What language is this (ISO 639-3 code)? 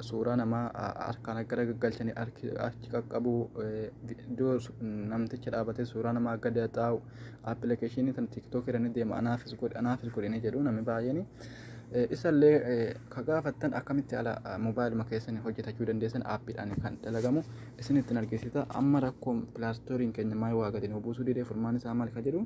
orm